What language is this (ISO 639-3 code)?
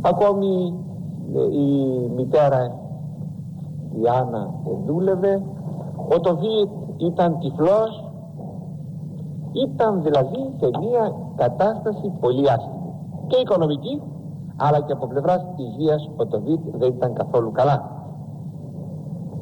ell